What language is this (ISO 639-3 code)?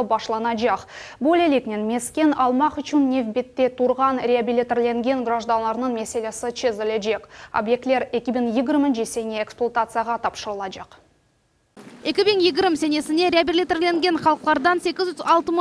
crh